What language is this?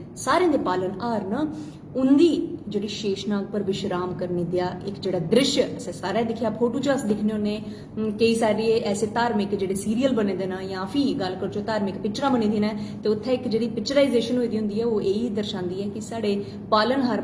Dogri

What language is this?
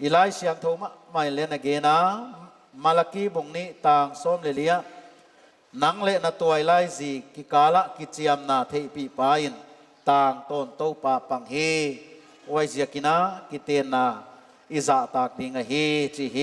Paite Chin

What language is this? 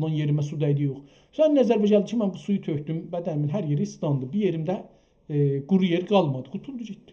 South Azerbaijani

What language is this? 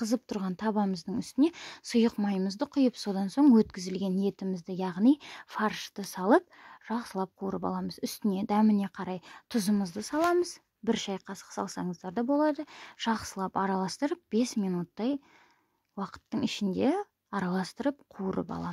Kazakh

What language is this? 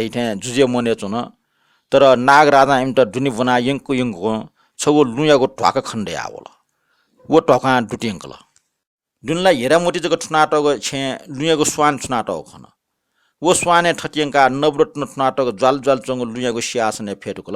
Newari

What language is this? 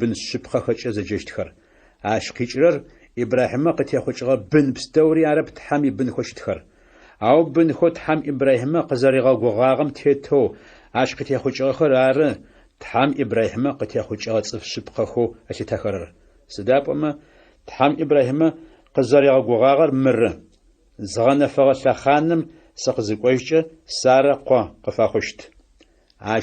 Adyghe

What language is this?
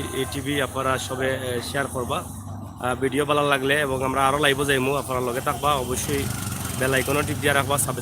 Sylheti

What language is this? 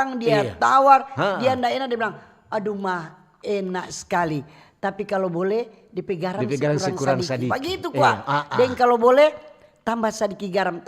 Manado Malay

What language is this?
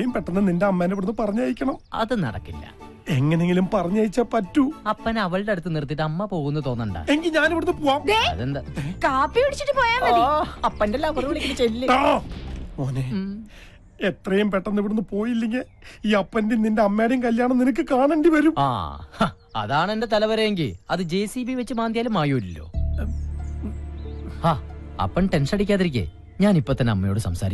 Malayalam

